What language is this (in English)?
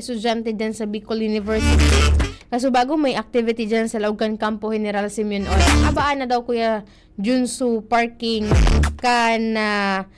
Bikol